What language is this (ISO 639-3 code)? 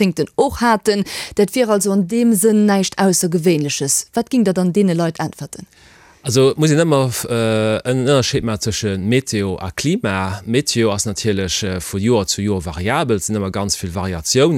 ltz